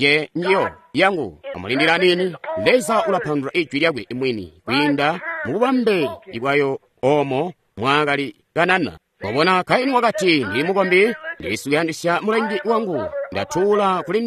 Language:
Tonga (Zambia)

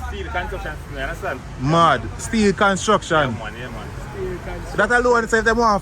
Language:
Jamaican Creole English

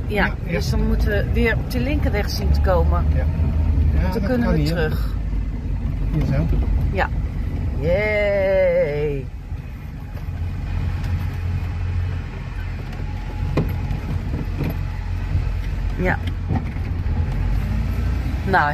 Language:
Dutch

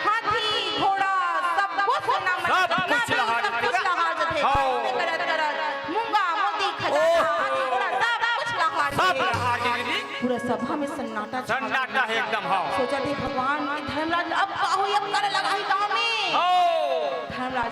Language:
Chhattisgarhi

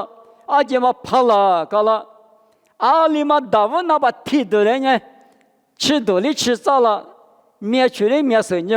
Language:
Lisu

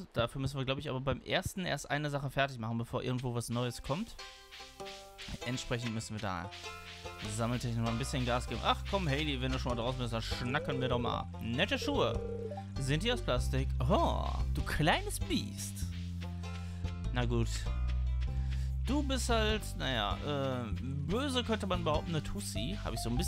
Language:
German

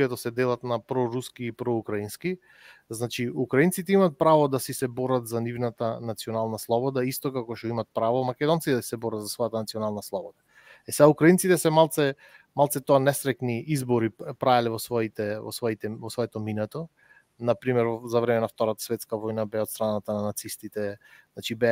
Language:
Macedonian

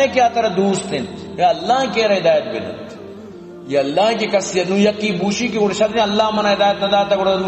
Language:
Eastern Balochi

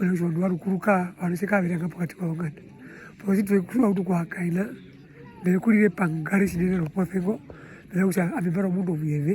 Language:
Herero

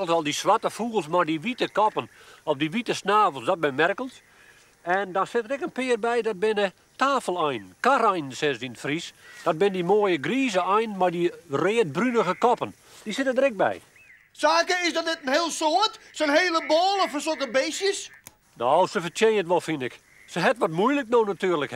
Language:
Western Frisian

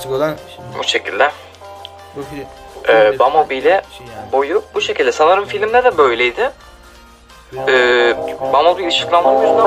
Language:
Turkish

